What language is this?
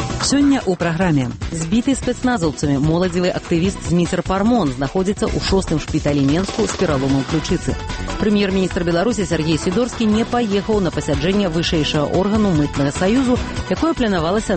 Belarusian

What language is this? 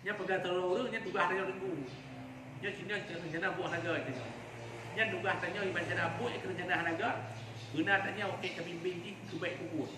Achinese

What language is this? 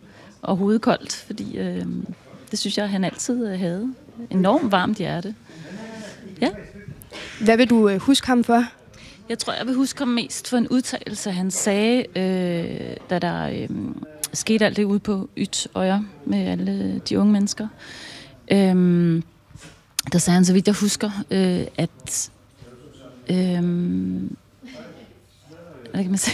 Danish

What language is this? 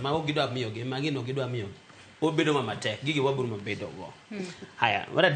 Luo (Kenya and Tanzania)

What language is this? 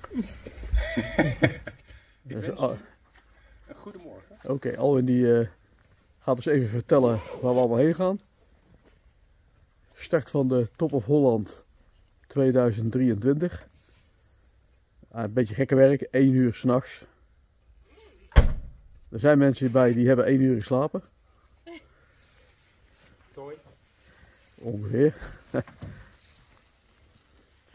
Dutch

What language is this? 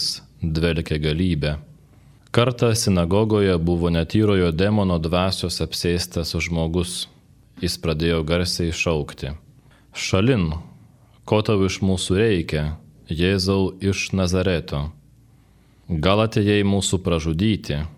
Lithuanian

